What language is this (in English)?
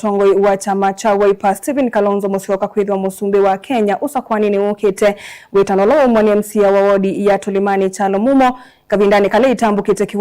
Kamba